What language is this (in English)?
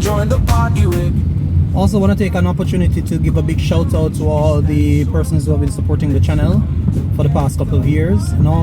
Jamaican Creole English